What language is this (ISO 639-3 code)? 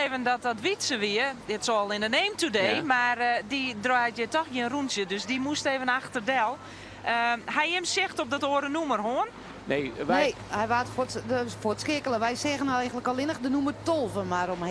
fry